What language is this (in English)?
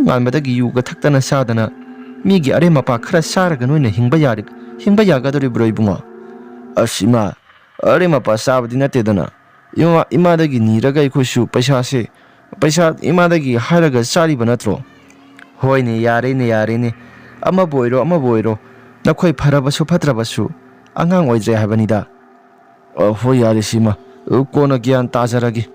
Manipuri